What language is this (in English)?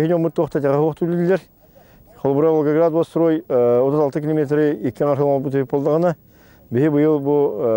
Yakut